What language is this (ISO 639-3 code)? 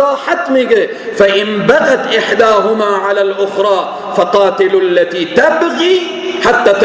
fas